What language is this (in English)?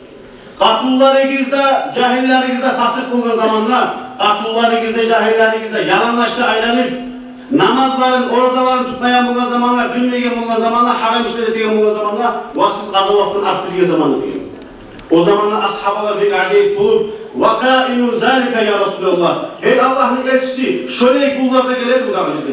Kumyk